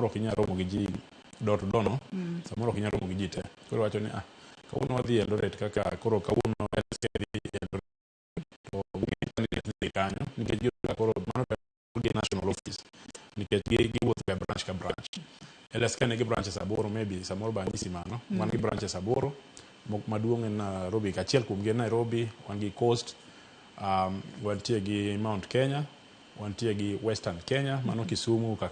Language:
Luo (Kenya and Tanzania)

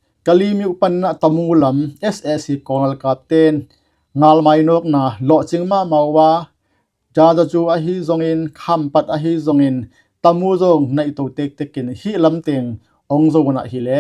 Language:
Tedim Chin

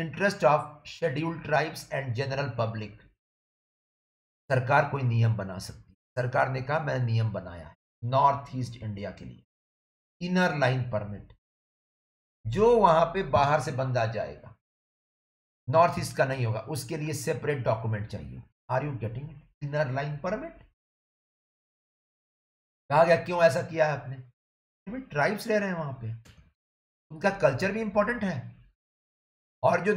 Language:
Hindi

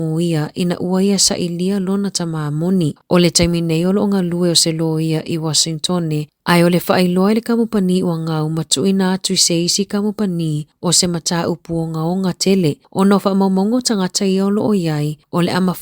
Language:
Samoan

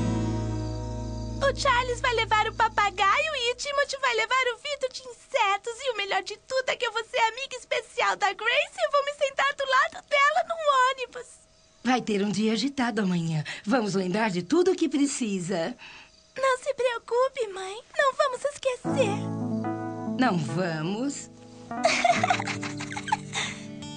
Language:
Portuguese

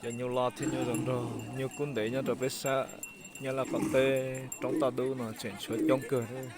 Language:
Hmong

